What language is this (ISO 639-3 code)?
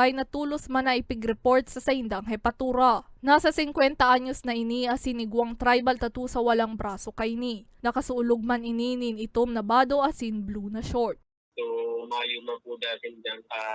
bik